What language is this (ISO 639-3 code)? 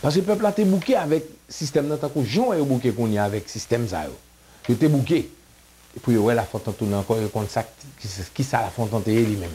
hat